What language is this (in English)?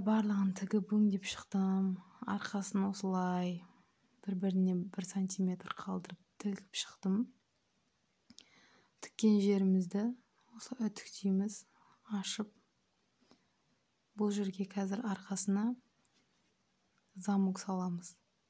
Kazakh